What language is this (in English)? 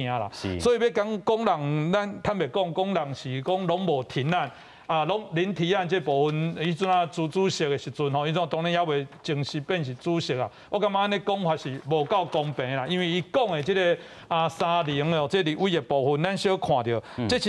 Min Nan Chinese